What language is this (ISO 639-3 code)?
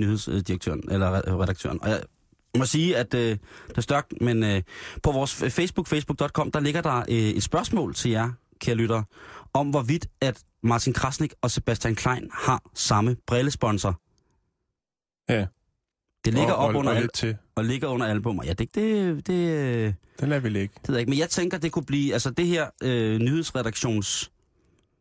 dan